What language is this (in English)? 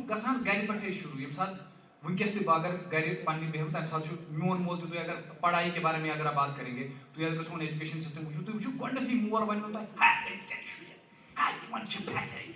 Kashmiri